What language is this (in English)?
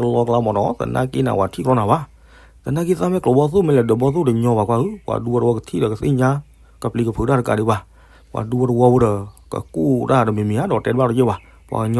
S'gaw Karen